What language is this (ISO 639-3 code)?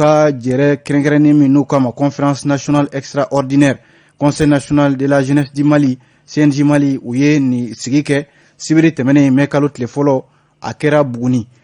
bam